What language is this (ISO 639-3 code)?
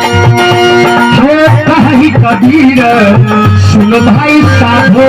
mai